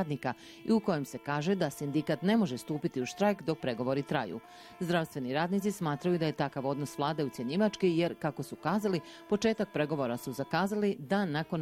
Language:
Bosnian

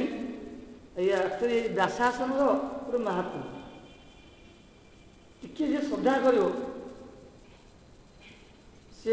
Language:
Odia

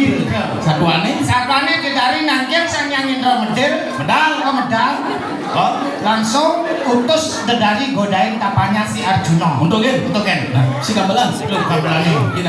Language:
Balinese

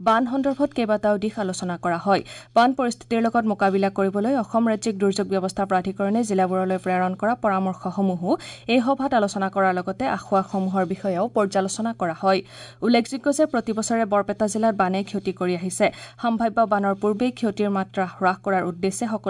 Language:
Assamese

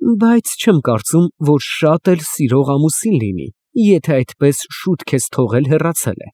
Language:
Armenian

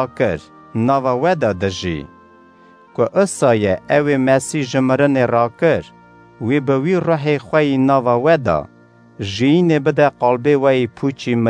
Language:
Kurdish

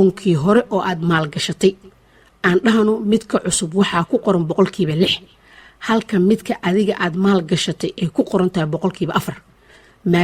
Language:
Somali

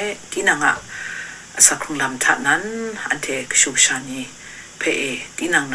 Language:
Kachin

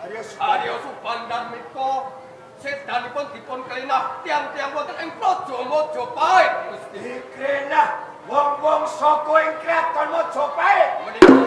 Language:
Javanese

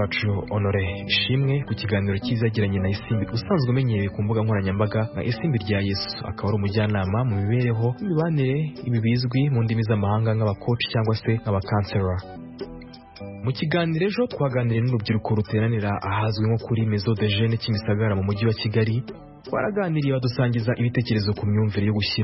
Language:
Kinyarwanda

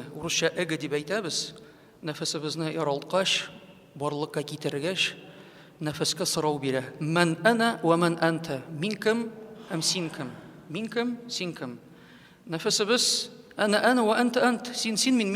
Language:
Tatar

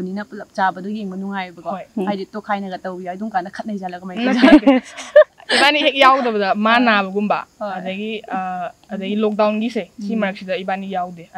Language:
Manipuri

